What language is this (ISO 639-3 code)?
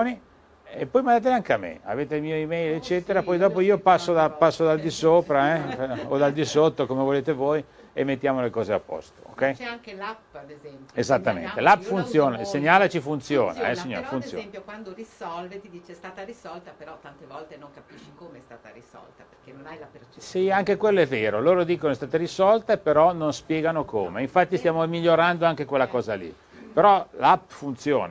ita